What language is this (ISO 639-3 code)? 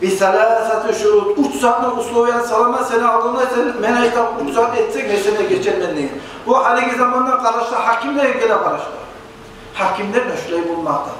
kum